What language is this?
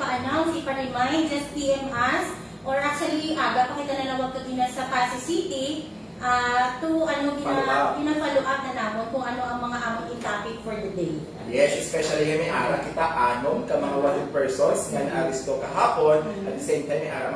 Hiligaynon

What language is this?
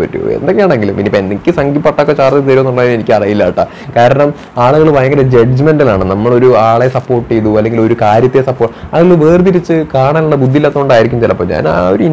Malayalam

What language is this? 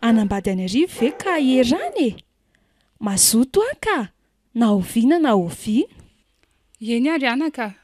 Malagasy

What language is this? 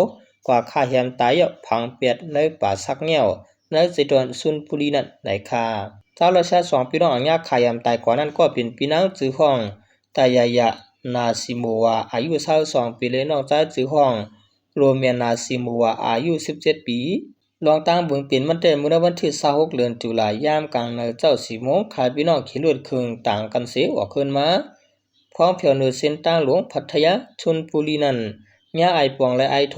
Shan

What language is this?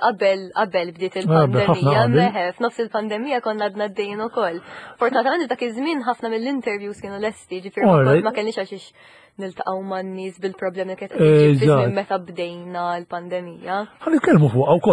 Maltese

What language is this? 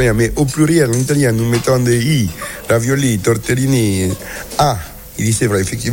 French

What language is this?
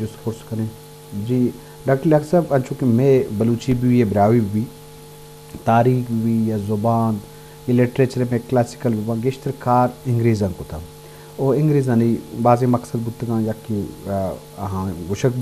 Baluchi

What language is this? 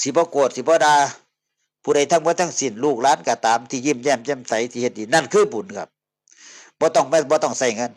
Northeastern Thai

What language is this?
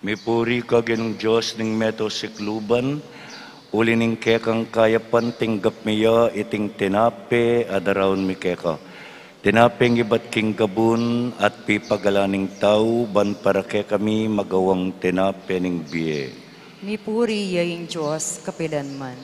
Pampanga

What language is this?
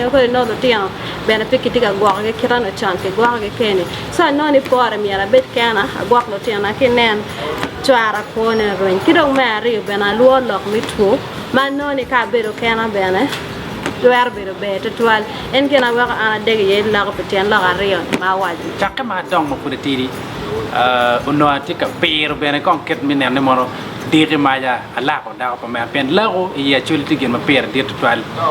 Acoli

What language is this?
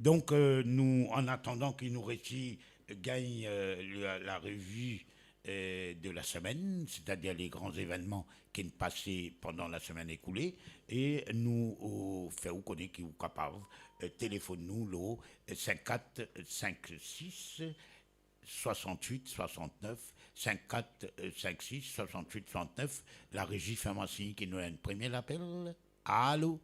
Morisyen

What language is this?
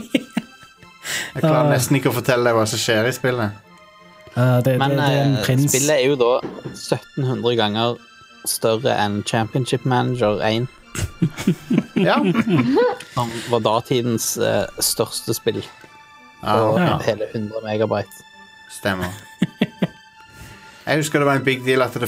Norwegian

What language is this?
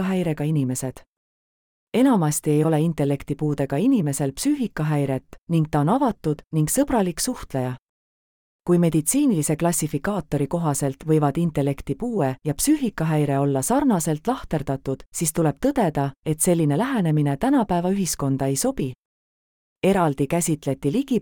Estonian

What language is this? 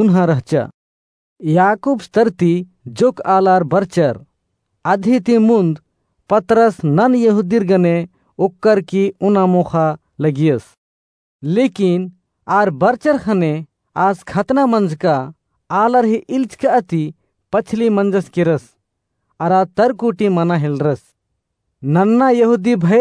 Kurukh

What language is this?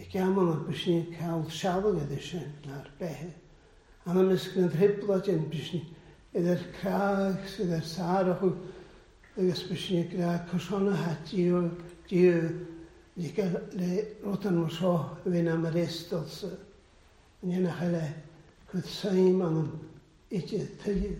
Welsh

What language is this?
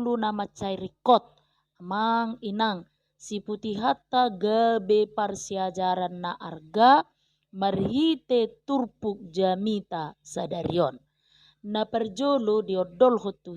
Batak Toba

